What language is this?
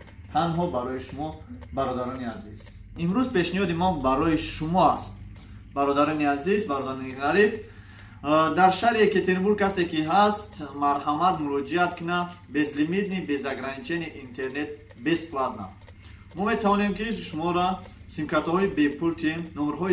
Tajik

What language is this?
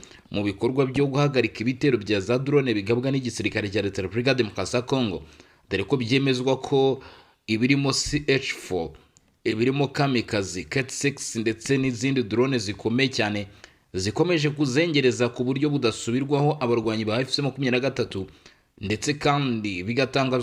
Kinyarwanda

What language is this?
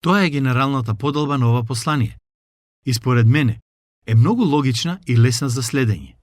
Macedonian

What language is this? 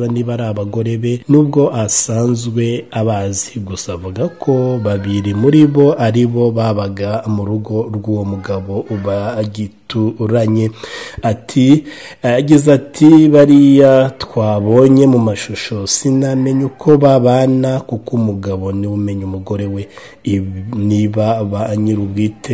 Kinyarwanda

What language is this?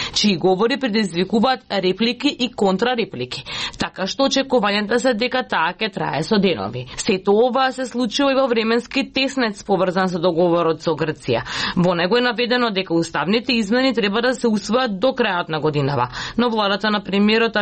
Macedonian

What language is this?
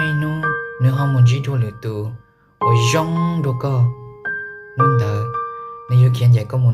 Hmong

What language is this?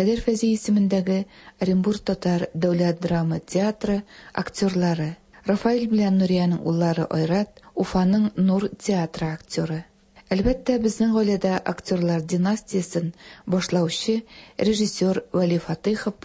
Tatar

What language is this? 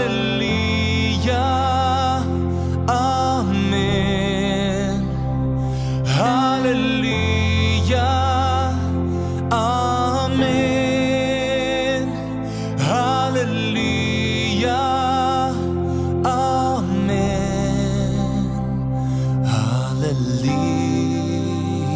Afrikaans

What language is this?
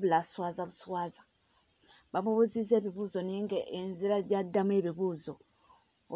Ganda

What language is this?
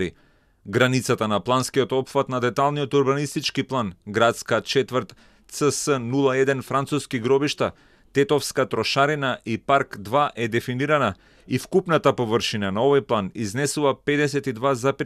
Macedonian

